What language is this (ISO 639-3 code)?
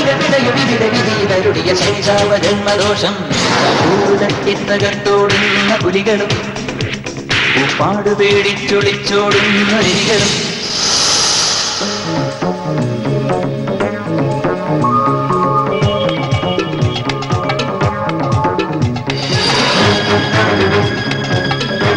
mal